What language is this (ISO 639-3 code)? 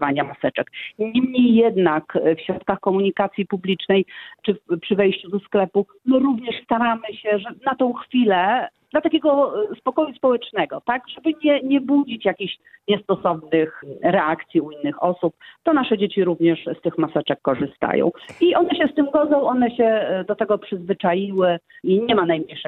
pol